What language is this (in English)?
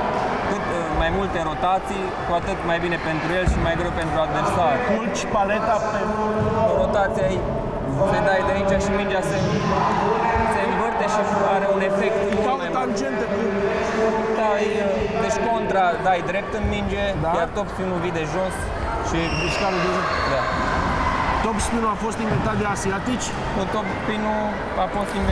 Romanian